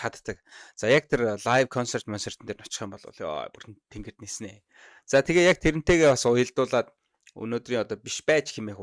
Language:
Mongolian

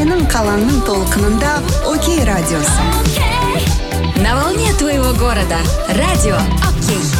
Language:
Kazakh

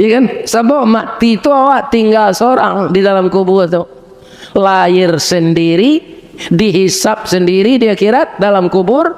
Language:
Minangkabau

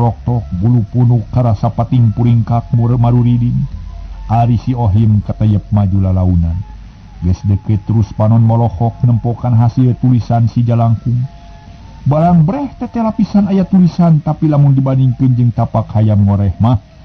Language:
Sundanese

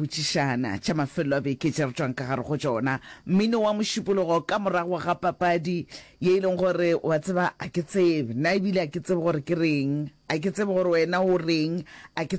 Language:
Northern Sotho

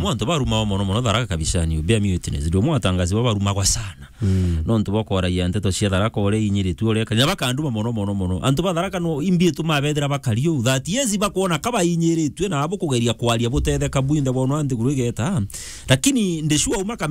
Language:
Meru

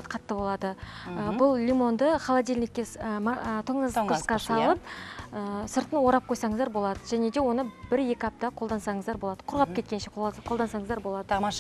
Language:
Kazakh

